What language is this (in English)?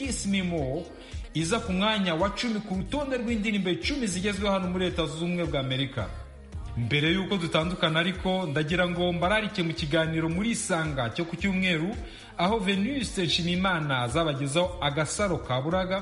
Kinyarwanda